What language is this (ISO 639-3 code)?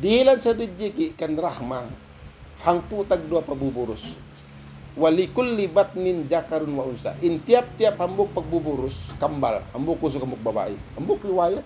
tsg